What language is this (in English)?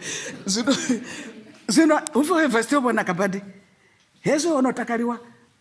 Venda